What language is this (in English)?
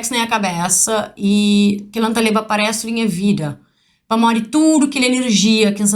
Kabuverdianu